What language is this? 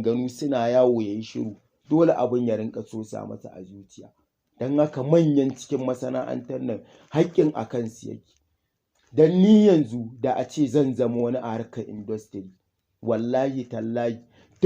Hausa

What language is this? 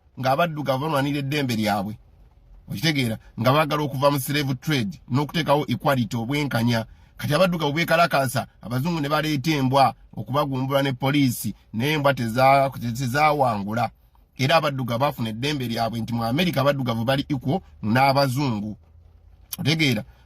Ganda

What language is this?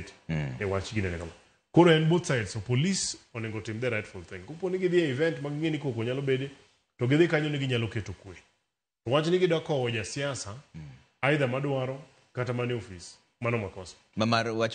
Luo (Kenya and Tanzania)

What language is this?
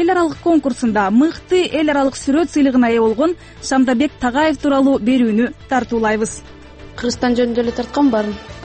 Kyrgyz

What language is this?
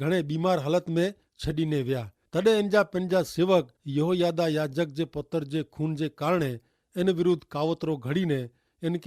Kachhi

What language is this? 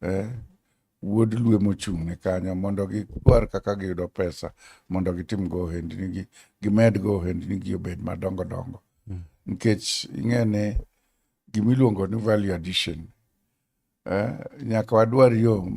Luo (Kenya and Tanzania)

